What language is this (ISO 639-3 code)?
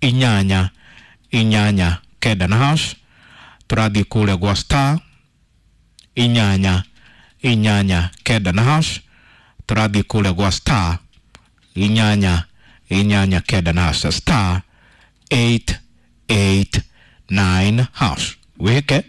kik